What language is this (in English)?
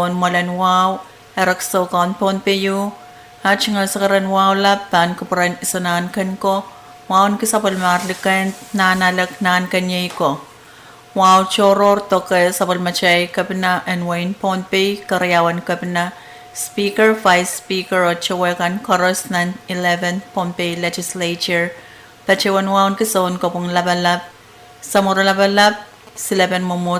Pohnpeian